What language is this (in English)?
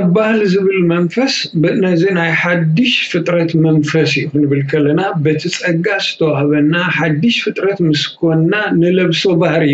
Tigrinya